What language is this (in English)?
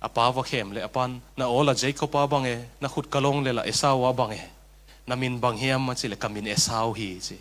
Tedim Chin